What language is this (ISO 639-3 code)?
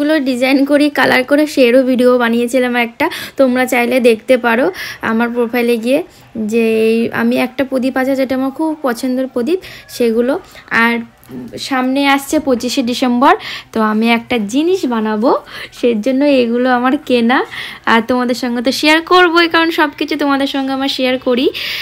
ben